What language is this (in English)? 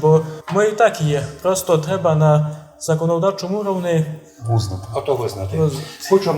Rusyn